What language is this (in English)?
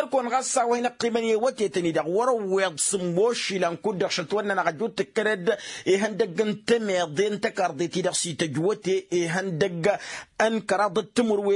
Tamasheq